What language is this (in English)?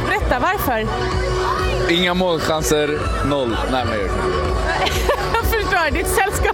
Swedish